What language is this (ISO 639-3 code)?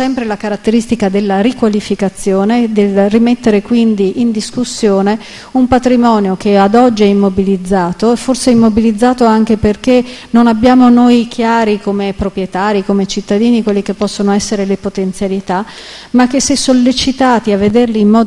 ita